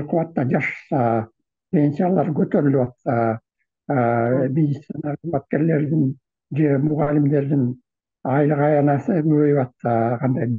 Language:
Kyrgyz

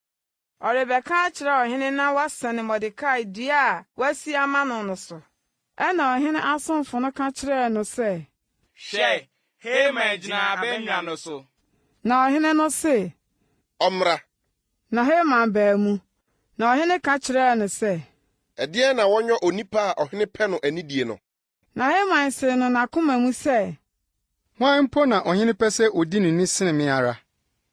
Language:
Akan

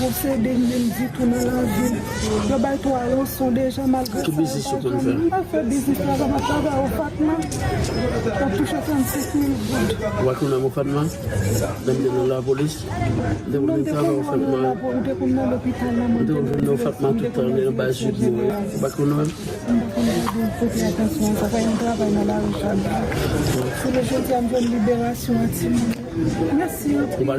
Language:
Haitian Creole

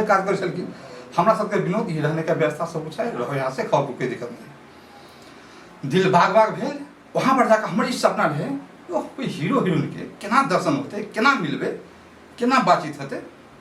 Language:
Maithili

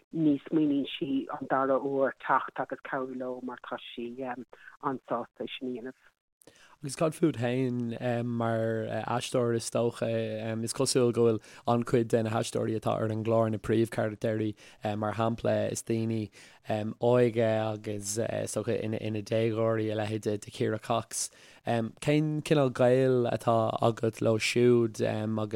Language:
Irish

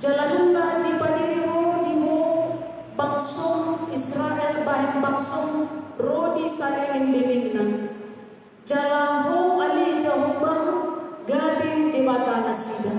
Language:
Batak Toba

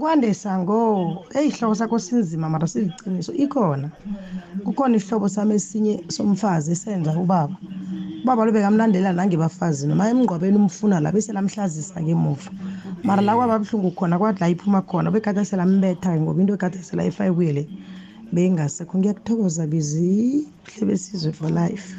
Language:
South Ndebele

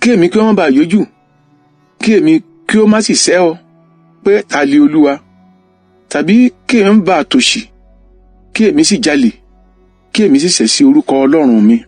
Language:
Yoruba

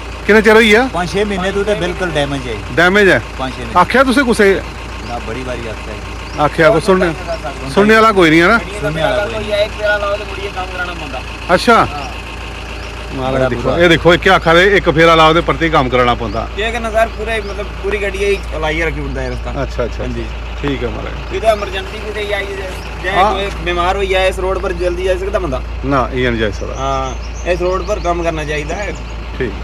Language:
Dogri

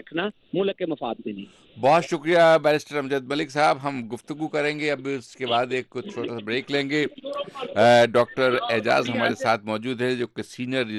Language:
Urdu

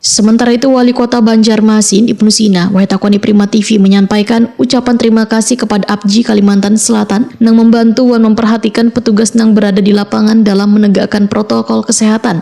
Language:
Banjar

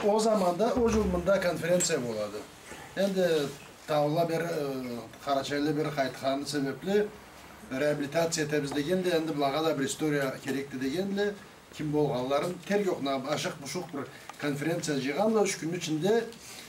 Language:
Karachay-Balkar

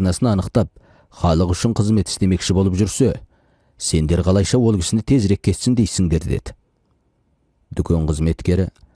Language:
Kazakh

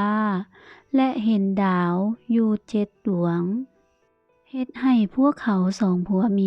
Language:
Lao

